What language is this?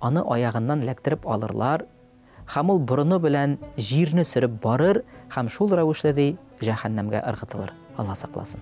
Tatar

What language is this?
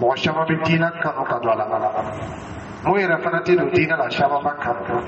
Dyula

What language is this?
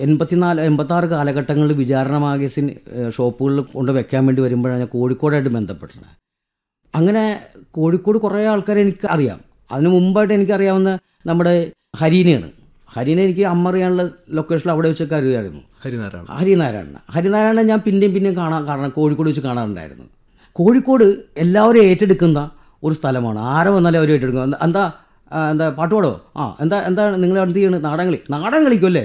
Malayalam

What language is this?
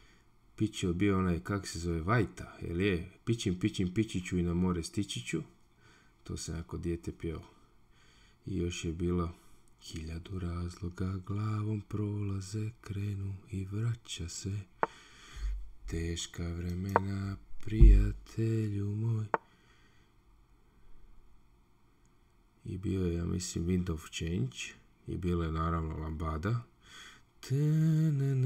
Croatian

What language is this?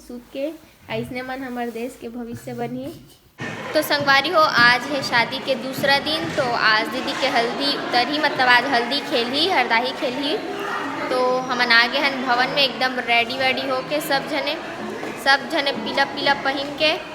Chhattisgarhi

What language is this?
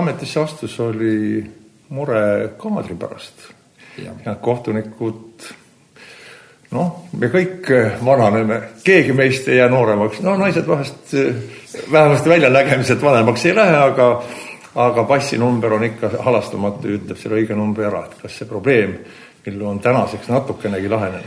Estonian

